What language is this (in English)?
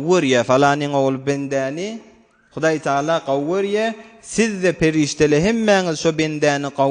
Turkmen